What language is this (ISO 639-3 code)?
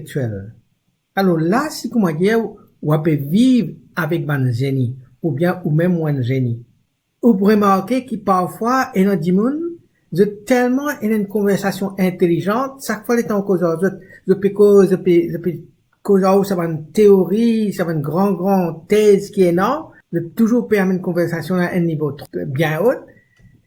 mfe